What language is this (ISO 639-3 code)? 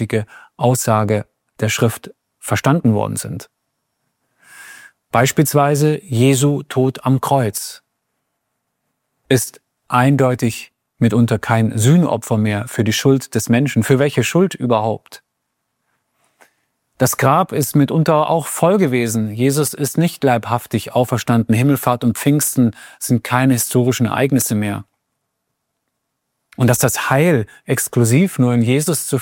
deu